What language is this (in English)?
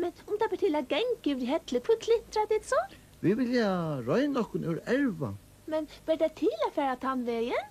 Faroese